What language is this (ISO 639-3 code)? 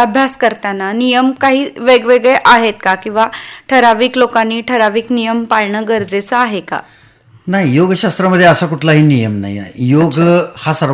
mar